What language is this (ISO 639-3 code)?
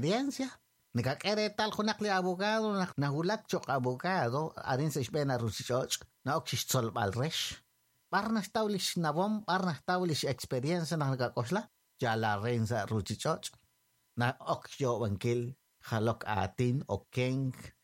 kek